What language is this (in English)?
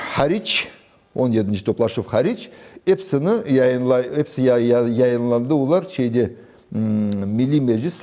Crimean Tatar